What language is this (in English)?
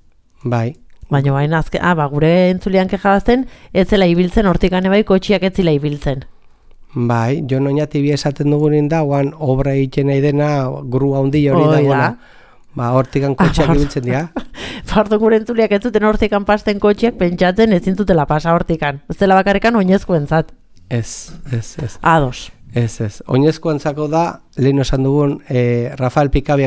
Basque